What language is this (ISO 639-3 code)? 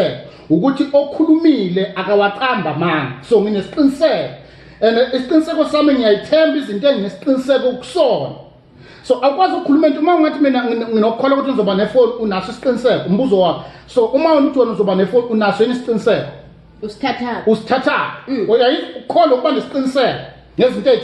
zul